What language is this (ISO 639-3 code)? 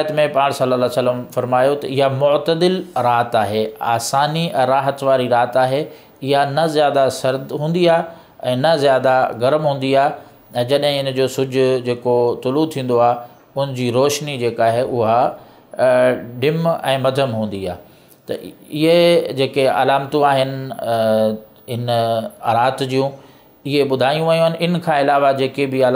snd